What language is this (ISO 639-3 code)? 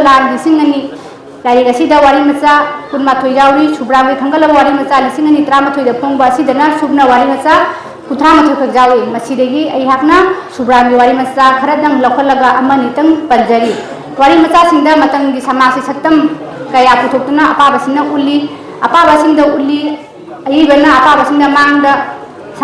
mni